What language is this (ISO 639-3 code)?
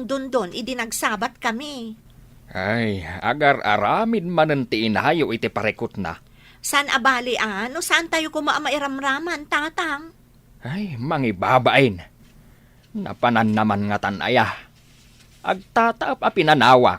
ilo